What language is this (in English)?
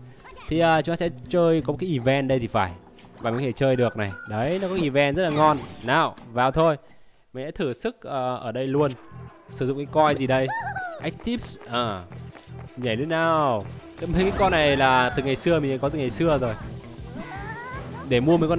Vietnamese